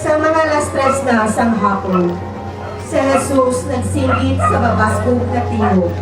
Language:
Hiligaynon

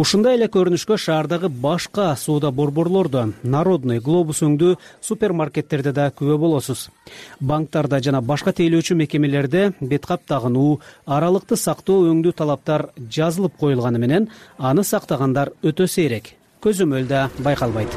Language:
Kyrgyz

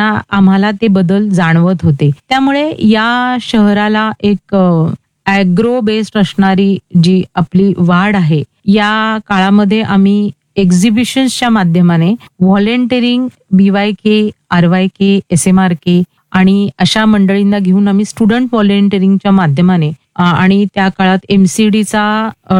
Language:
Marathi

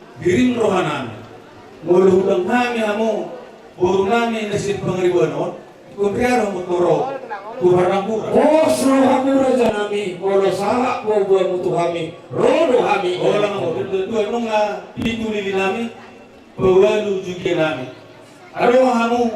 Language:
Batak Toba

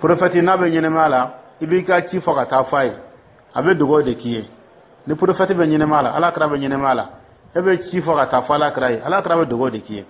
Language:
Dyula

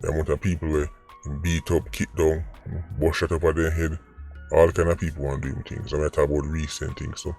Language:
Jamaican Creole English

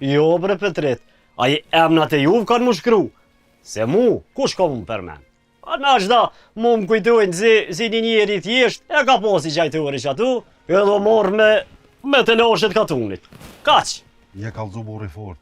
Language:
Albanian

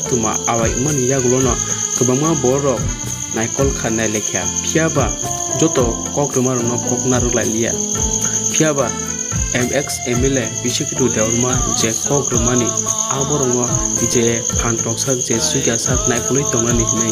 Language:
Kok Borok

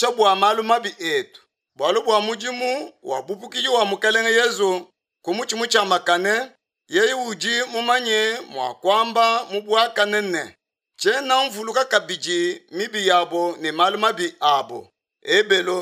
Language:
Luba-Lulua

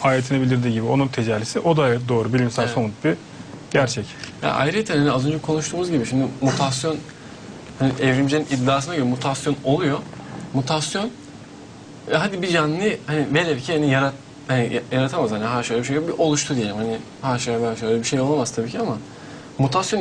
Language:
Turkish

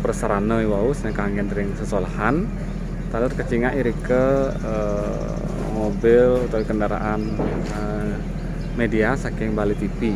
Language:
Balinese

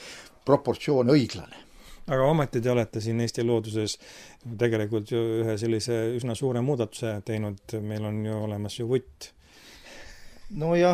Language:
Estonian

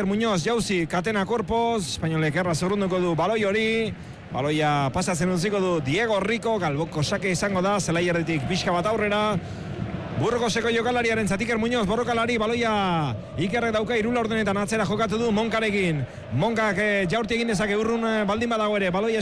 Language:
Basque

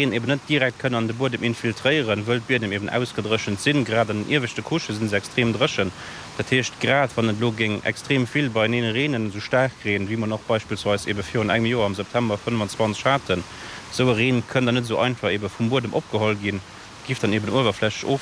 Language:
Luxembourgish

